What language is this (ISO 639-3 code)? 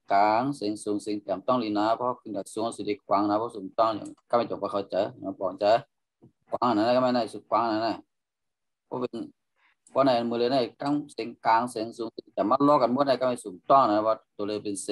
shn